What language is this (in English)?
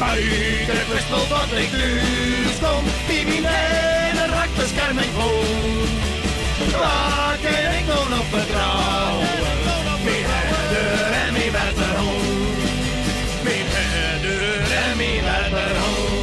Western Frisian